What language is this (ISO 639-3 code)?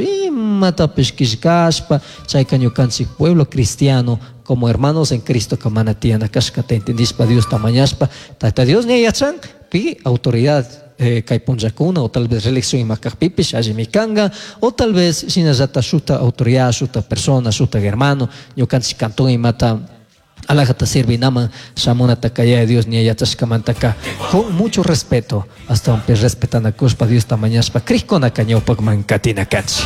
qug